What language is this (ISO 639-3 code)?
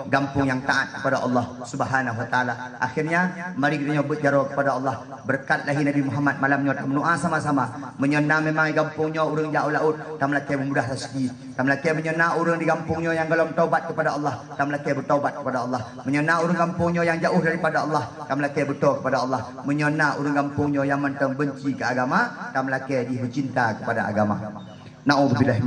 ace